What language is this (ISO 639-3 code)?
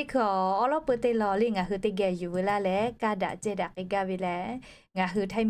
lhu